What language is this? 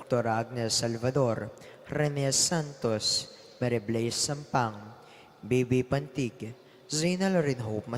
Pampanga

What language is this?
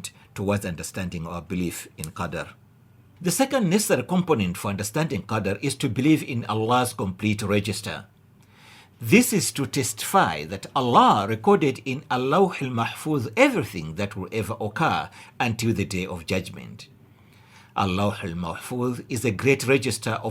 English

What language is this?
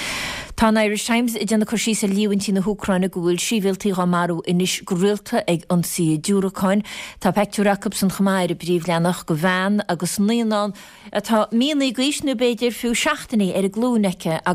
Irish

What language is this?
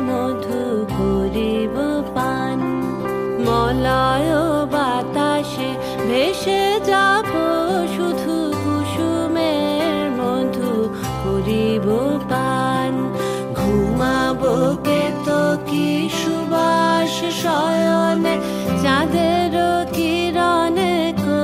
Bangla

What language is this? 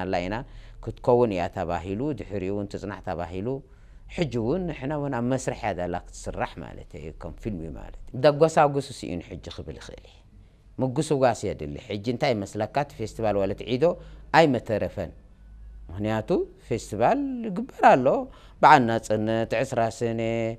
Tigrinya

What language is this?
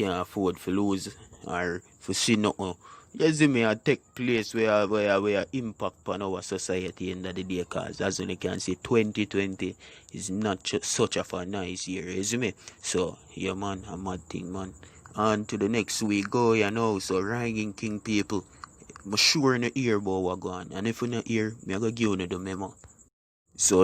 Jamaican Creole English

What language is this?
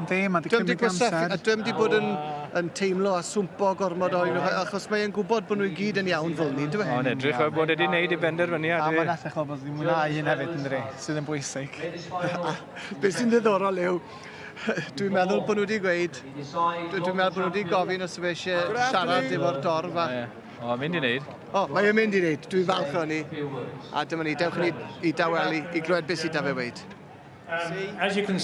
Welsh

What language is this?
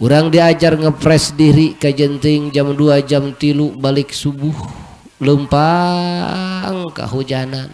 Sundanese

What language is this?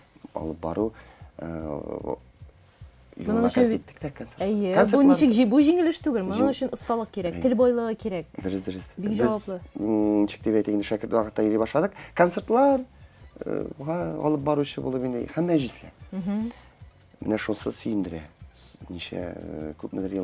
Tatar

